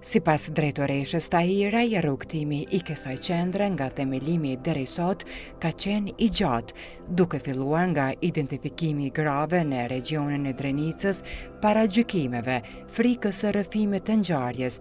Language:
Albanian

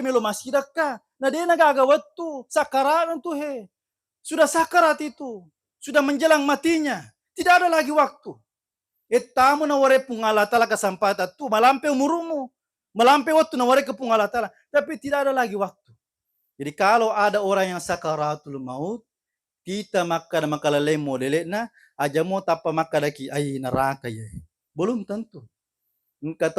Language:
Buginese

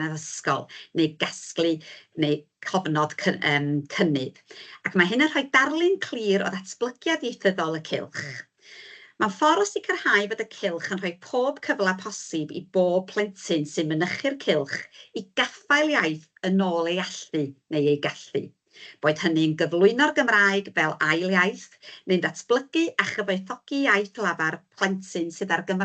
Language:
Welsh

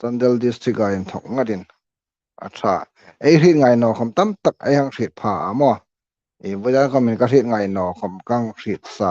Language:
Hmar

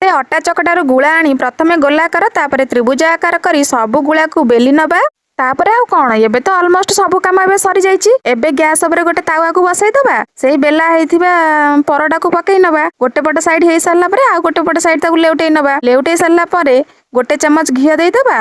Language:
Odia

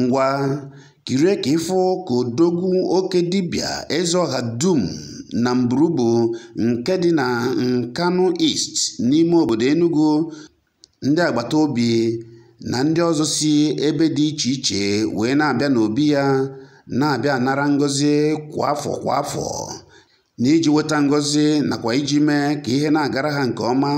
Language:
Igbo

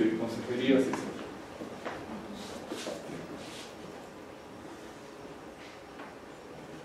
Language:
Spanish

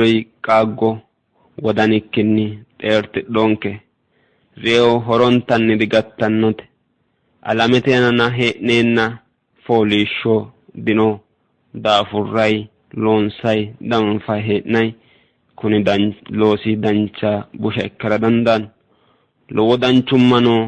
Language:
Sidamo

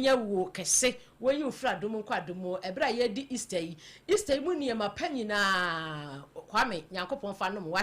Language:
Akan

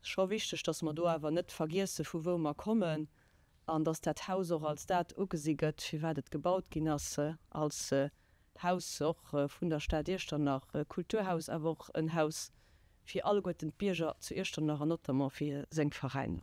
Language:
Luxembourgish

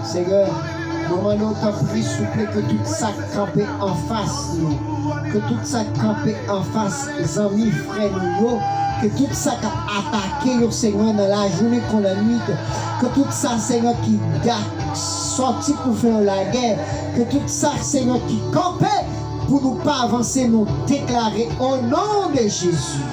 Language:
Haitian Creole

